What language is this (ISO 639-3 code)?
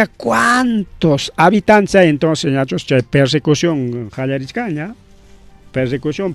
quy